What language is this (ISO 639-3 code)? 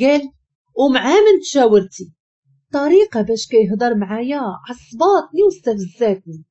ary